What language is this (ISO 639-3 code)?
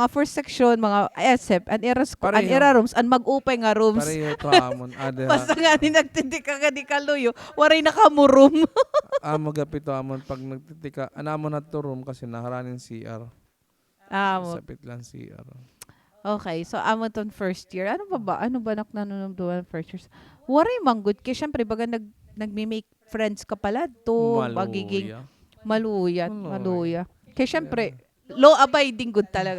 war